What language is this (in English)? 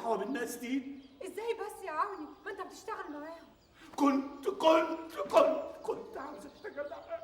Egyptian Arabic